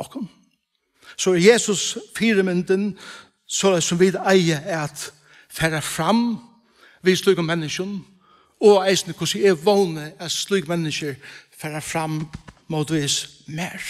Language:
Faroese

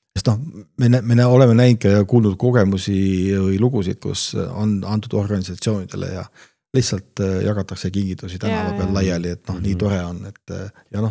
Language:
Estonian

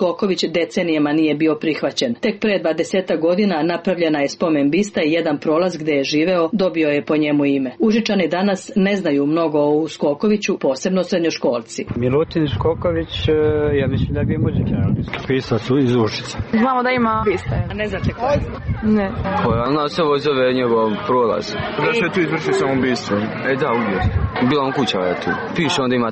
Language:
Serbian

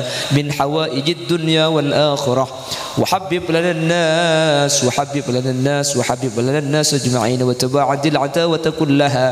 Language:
Madurese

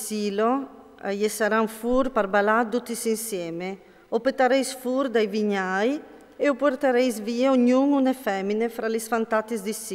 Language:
Friulian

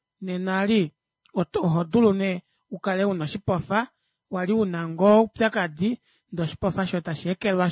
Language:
Kuanyama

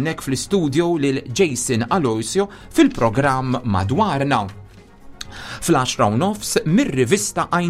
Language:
Maltese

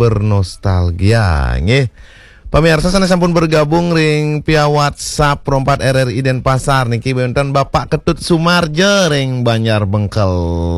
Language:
Balinese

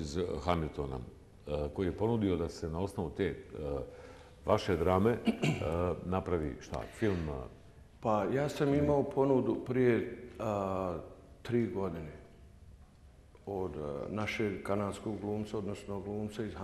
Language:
Bosnian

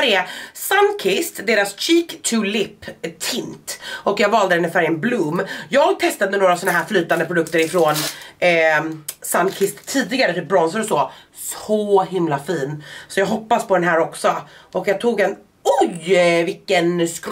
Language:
Swedish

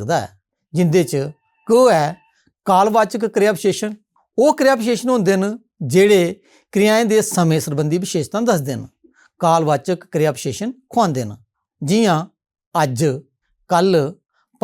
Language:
Dogri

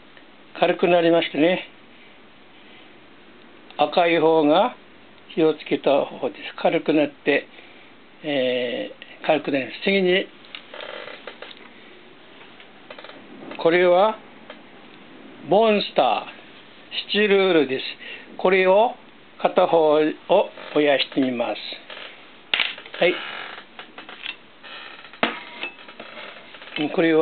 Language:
Japanese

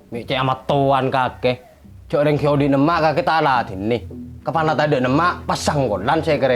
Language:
Madurese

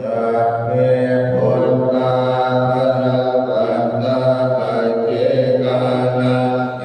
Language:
Pali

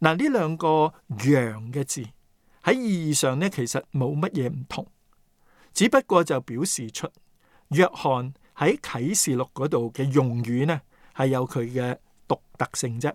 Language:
Cantonese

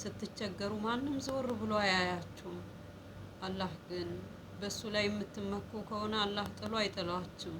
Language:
Amharic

